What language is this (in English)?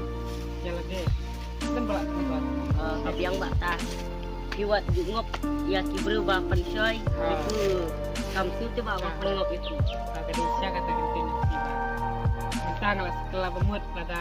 Khasi